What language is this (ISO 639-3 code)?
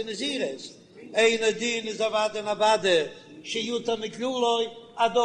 yid